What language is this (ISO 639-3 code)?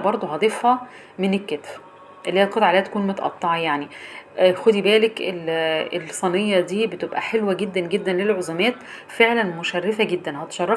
arz